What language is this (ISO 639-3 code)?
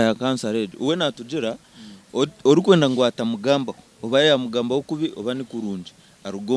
nyn